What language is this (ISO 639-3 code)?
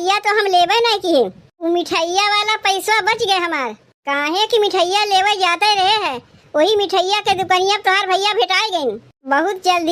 awa